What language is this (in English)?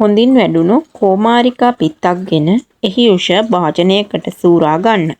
Sinhala